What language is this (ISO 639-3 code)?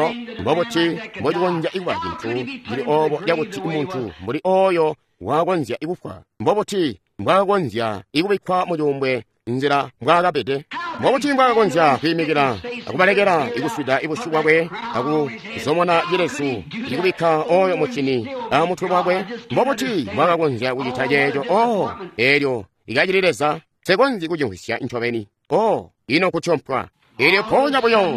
toi